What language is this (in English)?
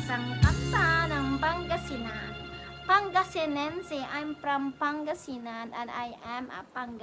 Pangasinan